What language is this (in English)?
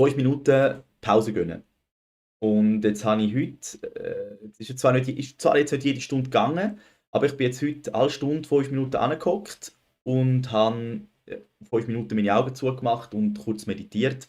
Swiss German